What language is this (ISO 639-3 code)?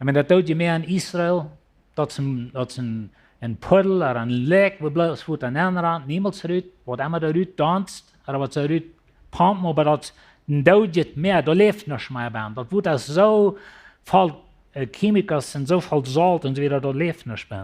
pdt